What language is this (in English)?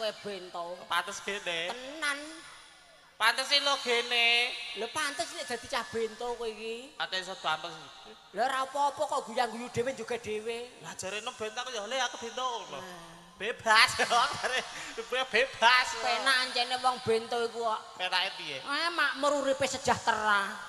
Javanese